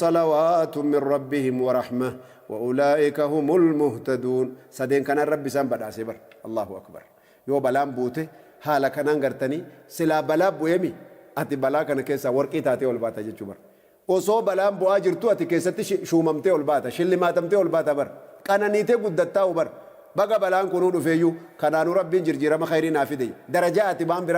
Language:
Oromo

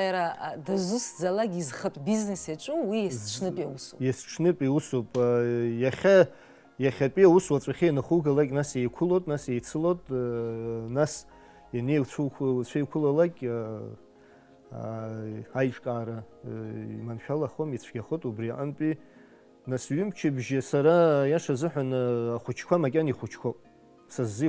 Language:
Abkhazian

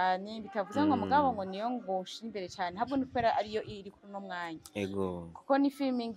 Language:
Rundi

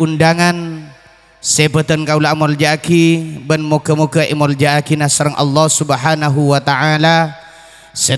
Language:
Madurese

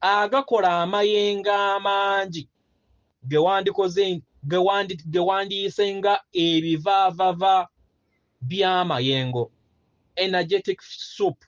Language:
Ganda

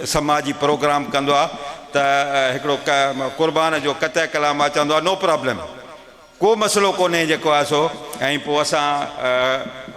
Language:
Sindhi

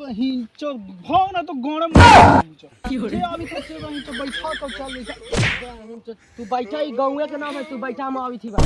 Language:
Magahi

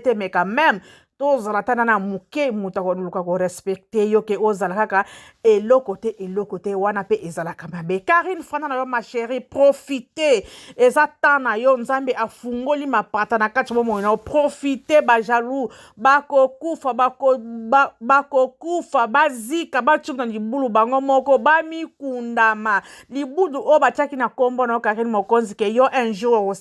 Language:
Lingala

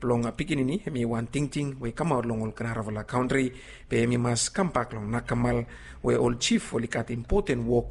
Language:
Bislama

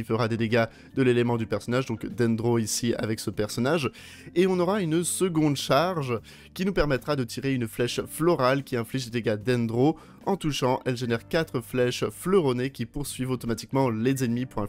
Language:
French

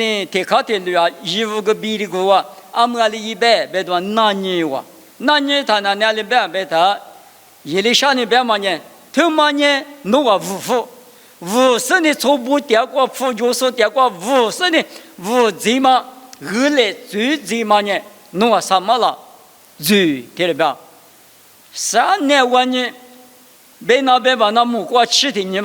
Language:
Lisu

